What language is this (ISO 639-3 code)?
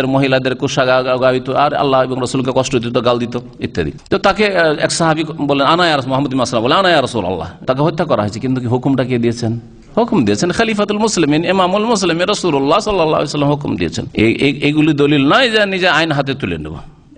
ben